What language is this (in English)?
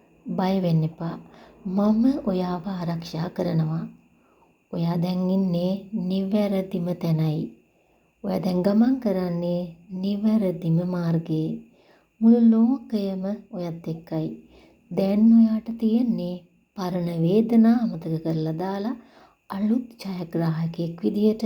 Sinhala